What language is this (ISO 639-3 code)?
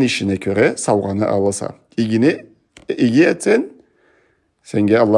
krc